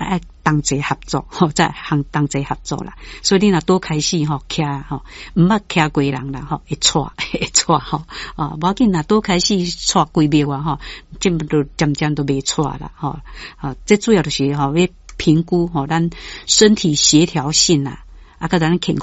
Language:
Min Nan Chinese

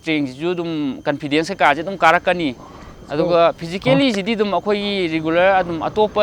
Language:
Manipuri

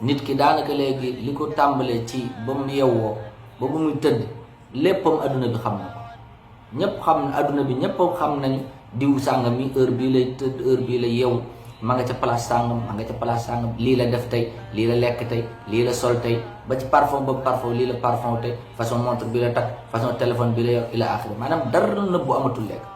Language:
Wolof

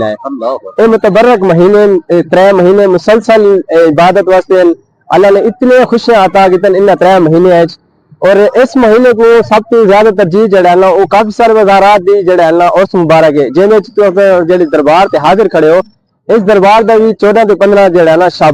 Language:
Saraiki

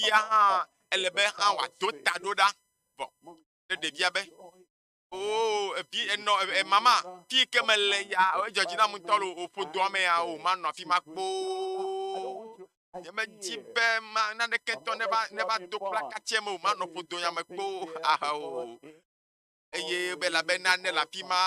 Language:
Ewe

